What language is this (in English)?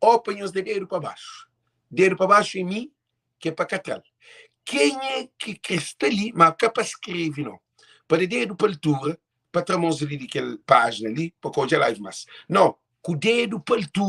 Kabuverdianu